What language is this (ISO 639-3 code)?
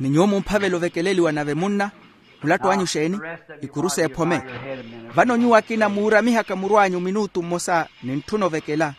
vmw